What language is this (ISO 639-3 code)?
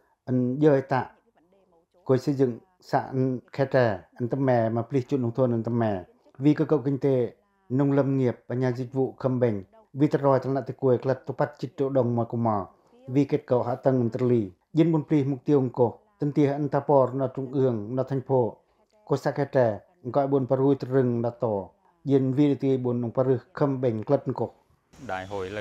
pac